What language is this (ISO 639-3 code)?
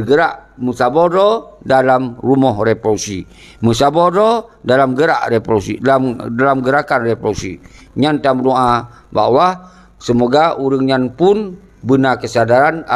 ace